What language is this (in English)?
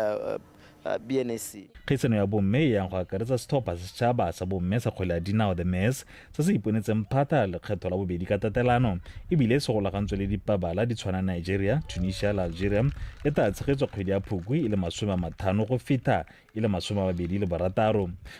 Tswana